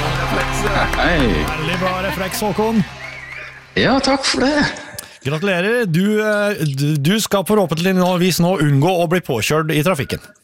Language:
Norwegian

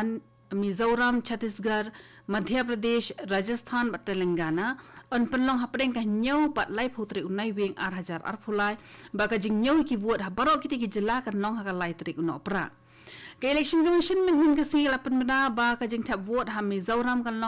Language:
Khasi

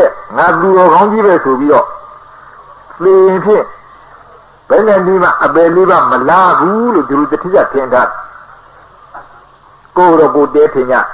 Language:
Burmese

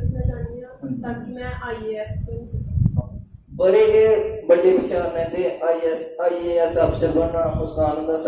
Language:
Dogri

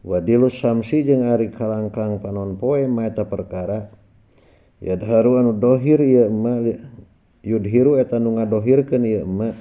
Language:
Sundanese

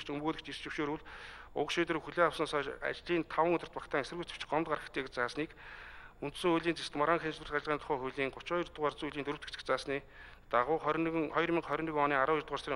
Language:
Mongolian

